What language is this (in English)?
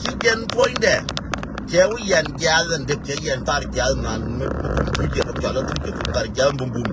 Nuer